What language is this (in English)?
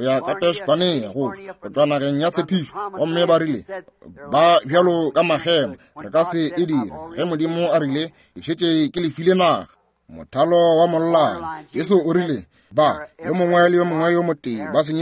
Northern Sotho